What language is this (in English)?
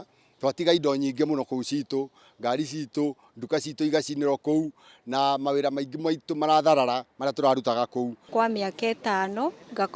Kikuyu